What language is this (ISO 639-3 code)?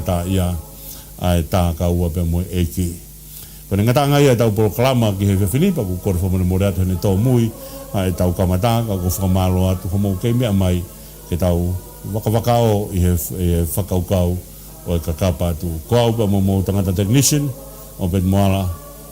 ton